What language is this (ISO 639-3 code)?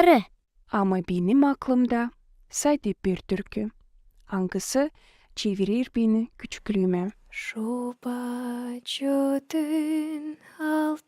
gag